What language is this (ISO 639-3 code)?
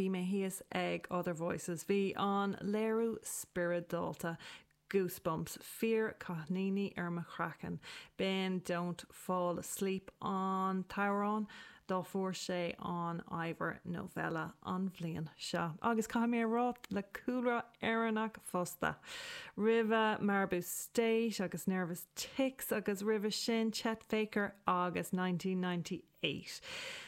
gle